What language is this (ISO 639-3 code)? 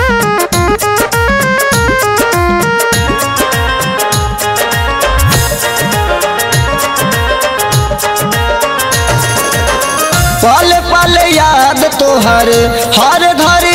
bho